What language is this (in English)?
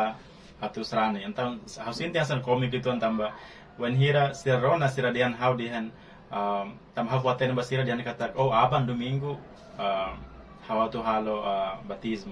Tetum